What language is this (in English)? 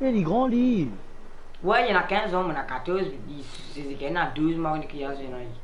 Morisyen